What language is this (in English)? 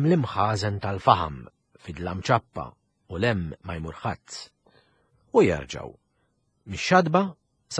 Maltese